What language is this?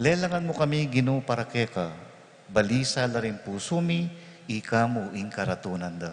Pampanga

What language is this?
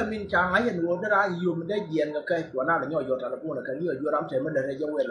Nuer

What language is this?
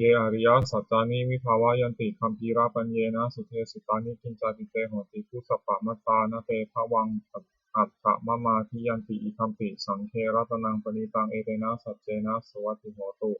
Pali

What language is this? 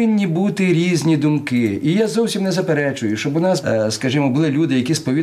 Ukrainian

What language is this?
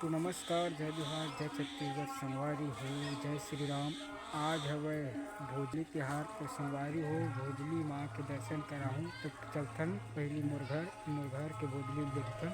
Chhattisgarhi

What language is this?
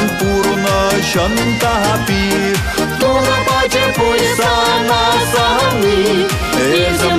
Chuvash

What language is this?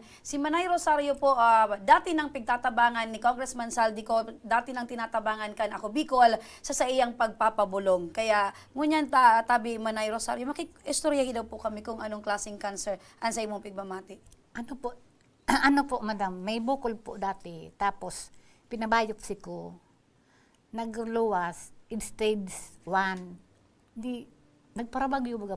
Bikol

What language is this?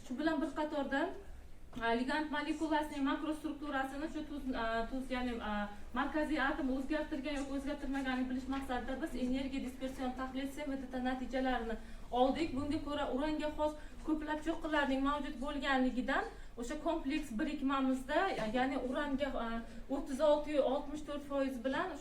Uzbek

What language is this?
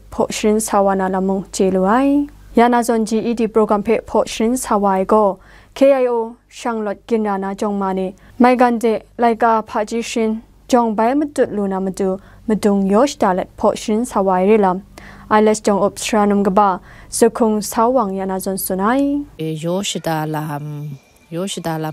Kachin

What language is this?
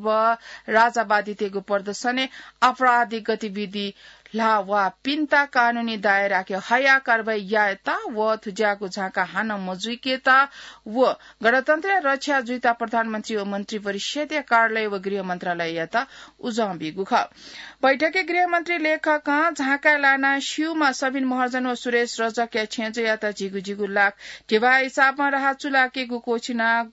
Newari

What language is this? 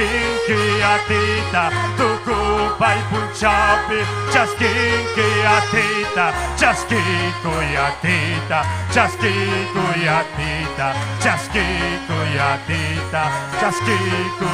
Ayacucho Quechua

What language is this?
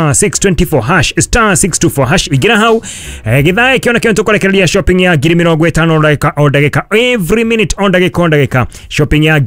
Kikuyu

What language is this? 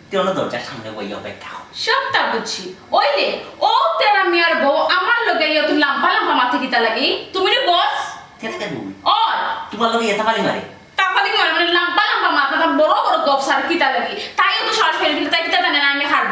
Sylheti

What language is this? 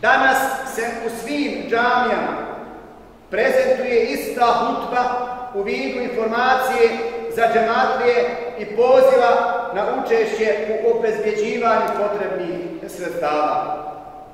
Bosnian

